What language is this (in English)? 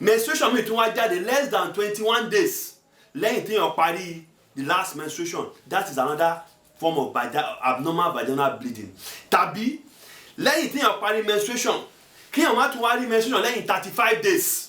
Yoruba